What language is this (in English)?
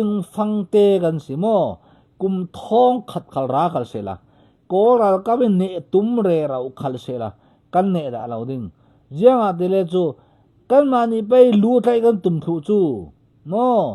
Falam Chin